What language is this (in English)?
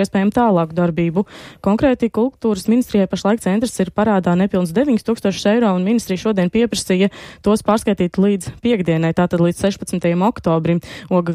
Latvian